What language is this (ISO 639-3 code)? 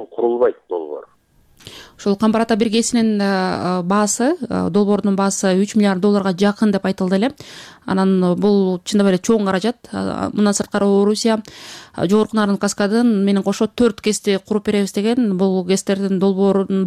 kir